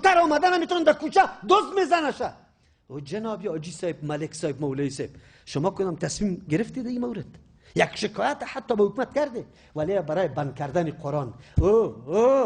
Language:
Persian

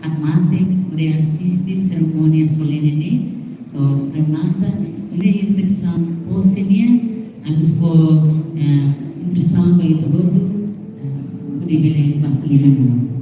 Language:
Tetum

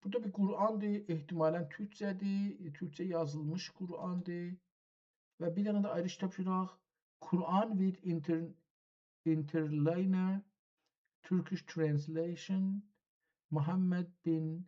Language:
South Azerbaijani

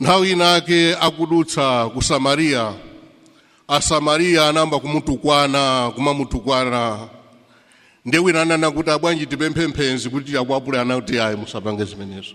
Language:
Nyanja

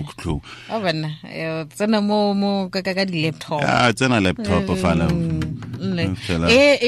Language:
Tswana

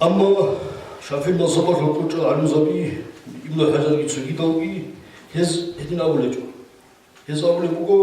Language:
Avaric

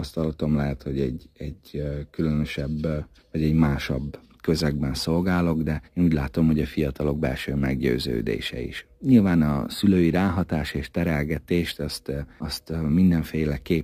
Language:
Hungarian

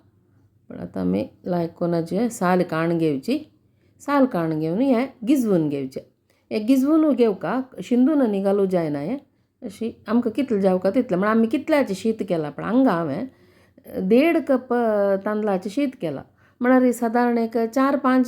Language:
Konkani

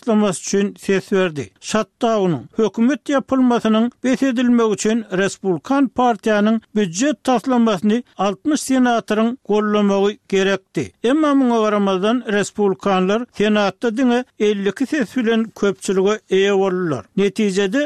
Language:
Turkmen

